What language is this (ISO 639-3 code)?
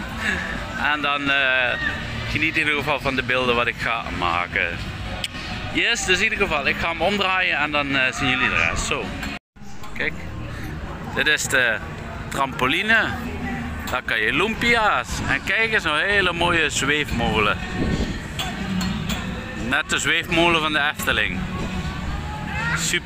nld